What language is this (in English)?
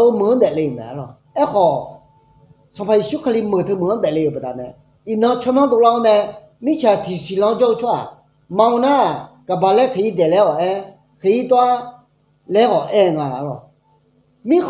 Akha